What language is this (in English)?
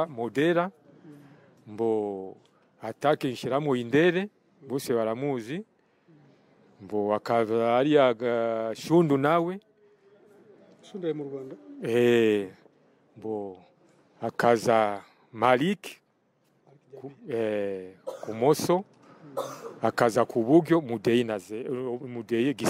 Kinyarwanda